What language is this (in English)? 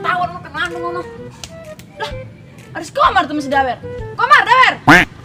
Betawi